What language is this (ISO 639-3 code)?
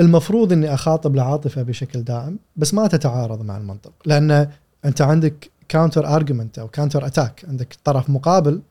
afb